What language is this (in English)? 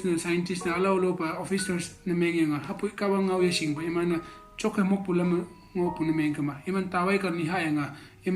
Konyak Naga